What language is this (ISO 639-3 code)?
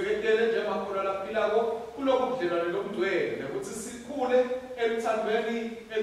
ssw